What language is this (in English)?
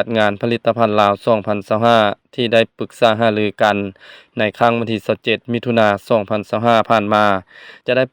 Lao